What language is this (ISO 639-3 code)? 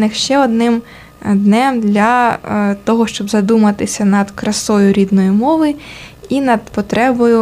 ukr